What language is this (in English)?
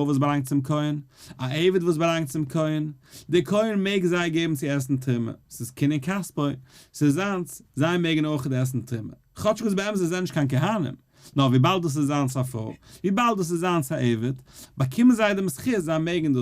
Yiddish